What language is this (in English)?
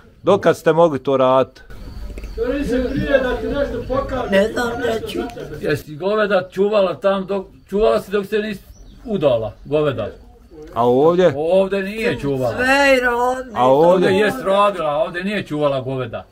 Bosnian